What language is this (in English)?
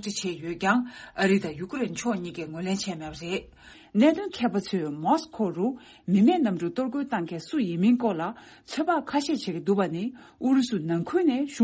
Tibetan